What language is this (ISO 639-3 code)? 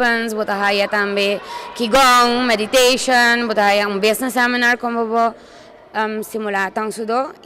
pap